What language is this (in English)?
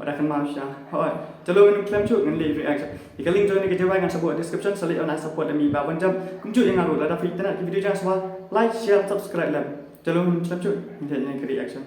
Khasi